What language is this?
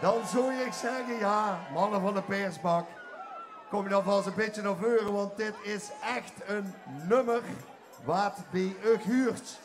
Limburgish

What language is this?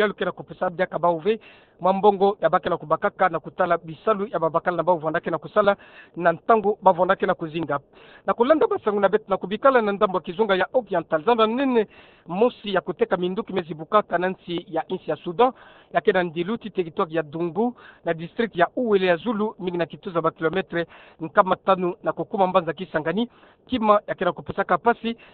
Kituba (Democratic Republic of Congo)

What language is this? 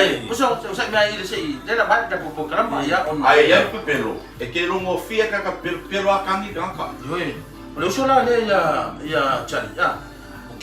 Samoan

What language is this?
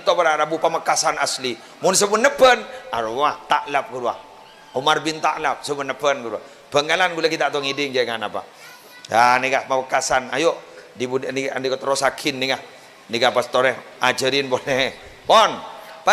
Madurese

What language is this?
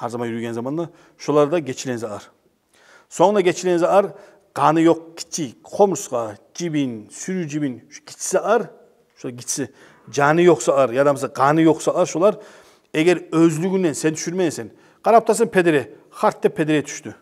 Kumyk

